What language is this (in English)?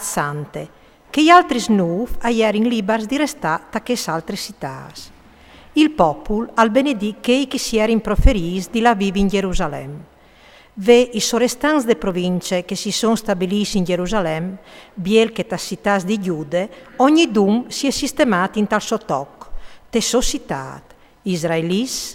Friulian